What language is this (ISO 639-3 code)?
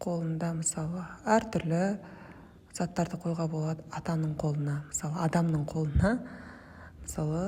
kaz